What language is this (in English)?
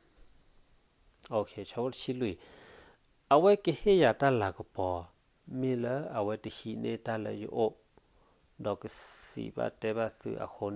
S'gaw Karen